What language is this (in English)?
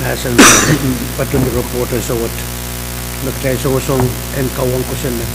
Pohnpeian